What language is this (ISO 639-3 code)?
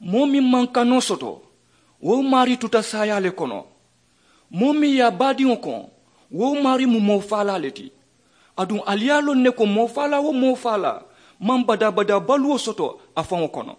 man